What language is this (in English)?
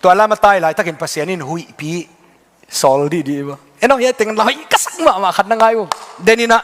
Tedim Chin